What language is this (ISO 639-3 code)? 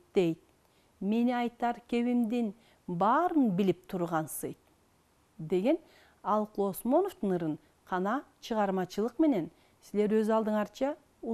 kir